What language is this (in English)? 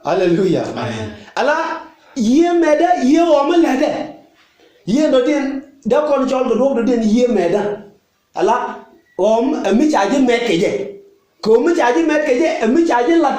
Nuer